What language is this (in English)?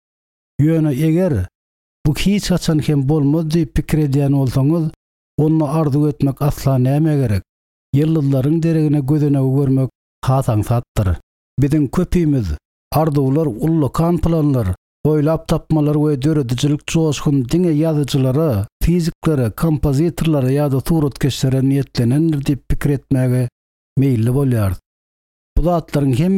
Turkmen